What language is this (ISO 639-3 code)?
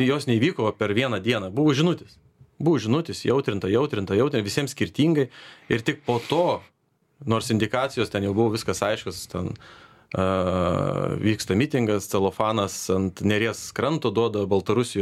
lit